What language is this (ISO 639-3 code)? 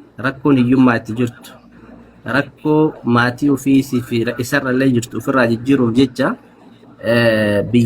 orm